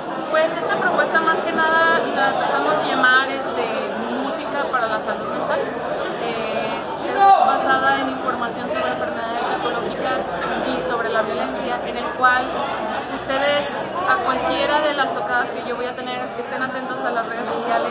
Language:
Spanish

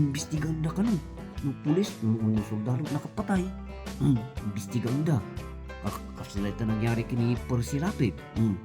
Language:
Iloko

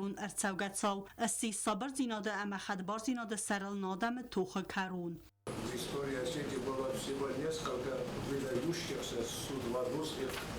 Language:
Ossetic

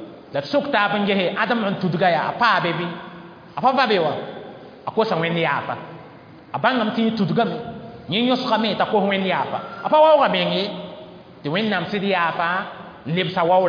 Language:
Mossi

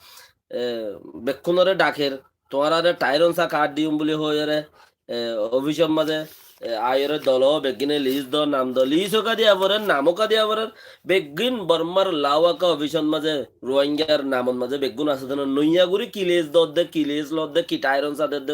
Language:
Rohingya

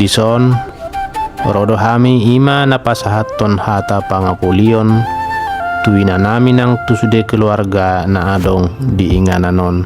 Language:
Batak Toba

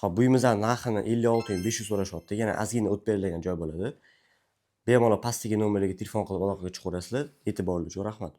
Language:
Uzbek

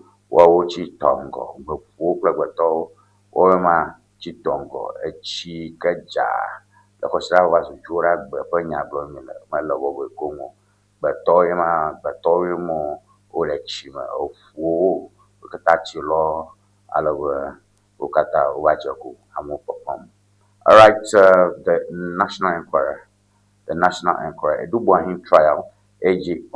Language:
Ewe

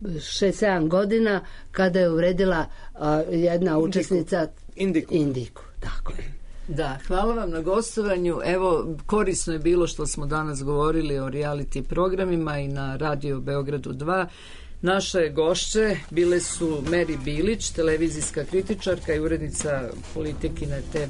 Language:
Serbian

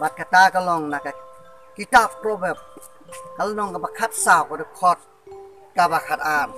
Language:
Khasi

